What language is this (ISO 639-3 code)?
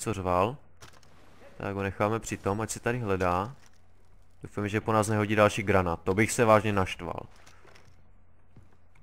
ces